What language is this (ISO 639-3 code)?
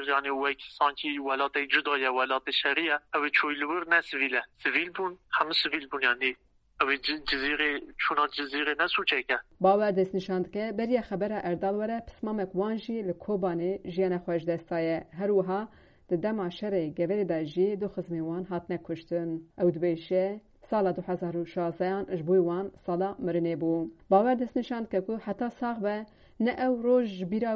kur